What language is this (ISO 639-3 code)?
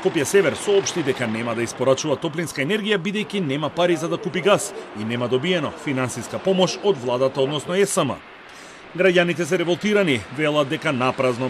mkd